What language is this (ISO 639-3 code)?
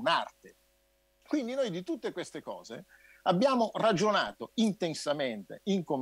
ita